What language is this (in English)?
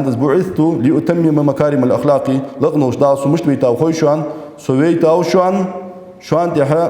Ingush